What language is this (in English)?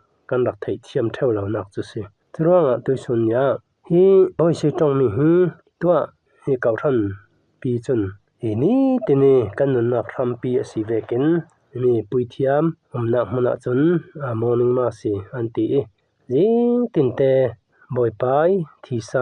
Falam Chin